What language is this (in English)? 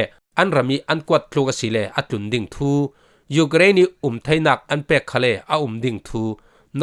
Falam Chin